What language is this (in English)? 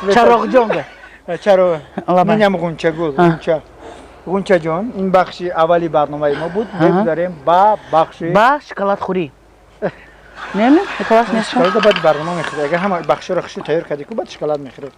Tajik